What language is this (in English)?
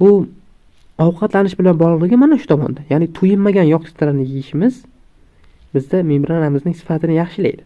Uzbek